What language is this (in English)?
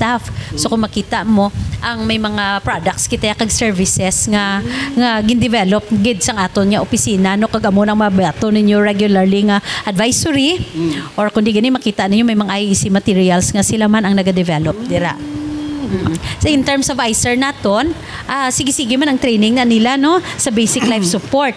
Hiligaynon